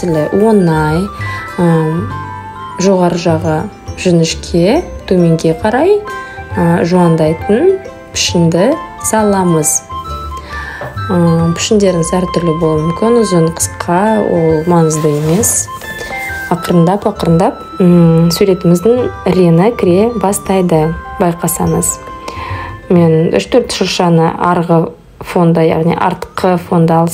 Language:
Kazakh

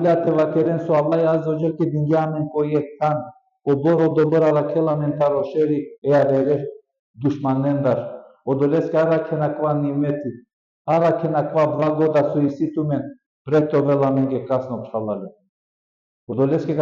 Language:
Balkan Romani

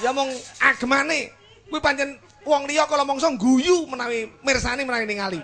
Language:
Javanese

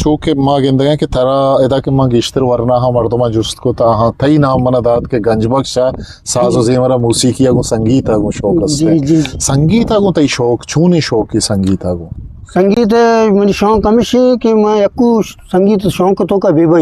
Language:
Eastern Balochi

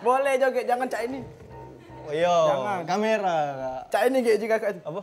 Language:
Musi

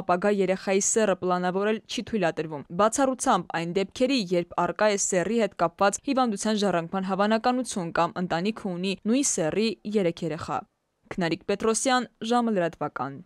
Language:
Armenian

